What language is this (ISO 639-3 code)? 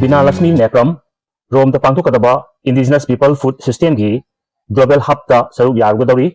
mni